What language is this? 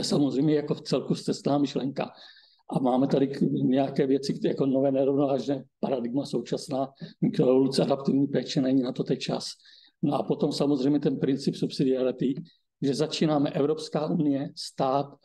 Czech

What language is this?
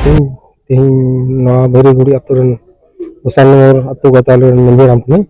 Santali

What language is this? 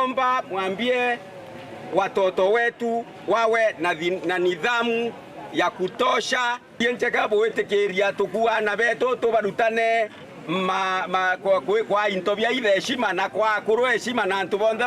Meru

